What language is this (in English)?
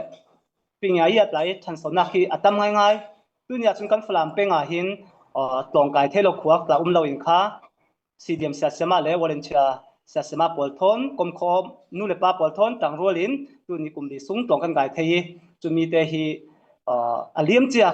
Falam Chin